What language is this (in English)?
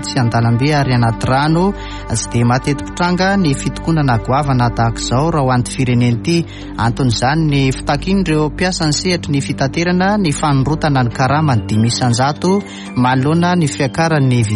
Malagasy